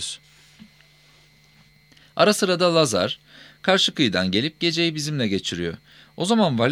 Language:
Turkish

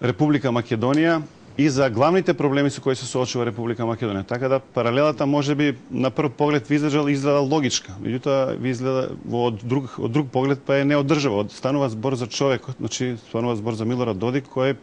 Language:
Macedonian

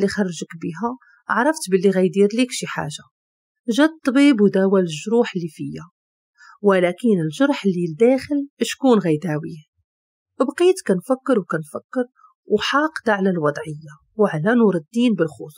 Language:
Moroccan Arabic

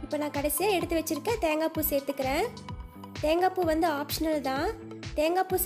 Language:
Tamil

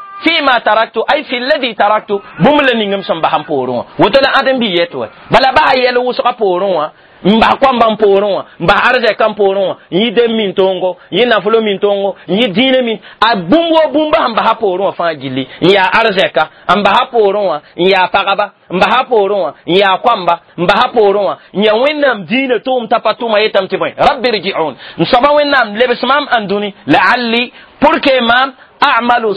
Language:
Mossi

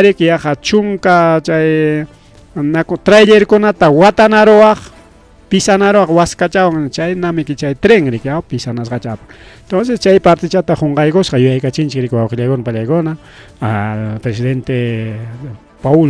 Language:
Ayacucho Quechua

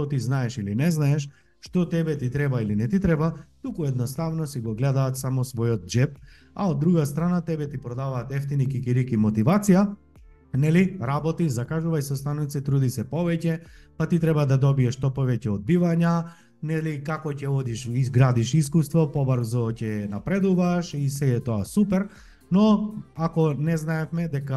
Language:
Macedonian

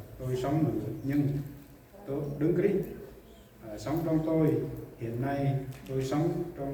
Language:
Central Mnong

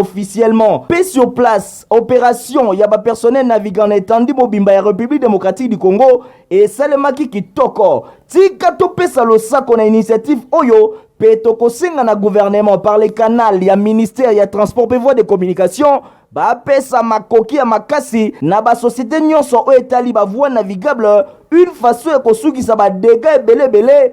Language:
Lingala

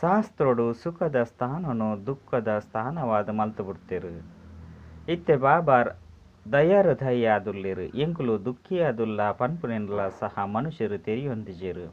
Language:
Tulu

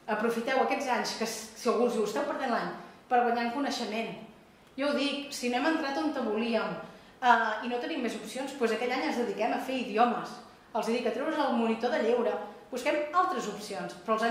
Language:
Catalan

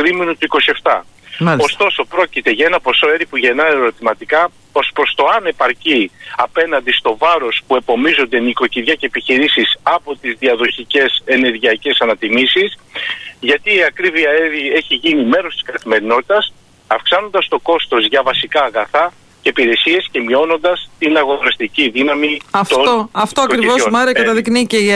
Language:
Greek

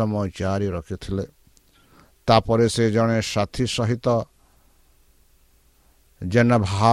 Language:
Odia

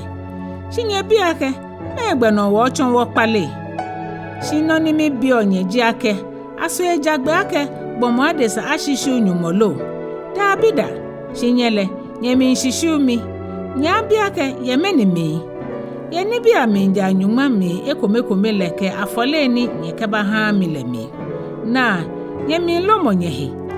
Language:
Ga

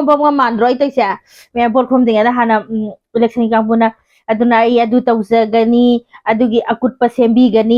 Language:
Manipuri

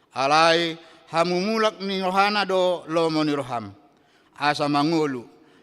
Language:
Batak Toba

